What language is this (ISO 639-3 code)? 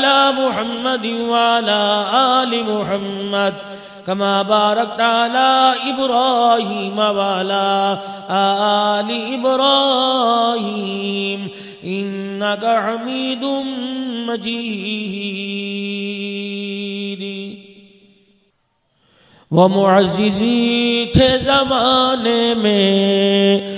urd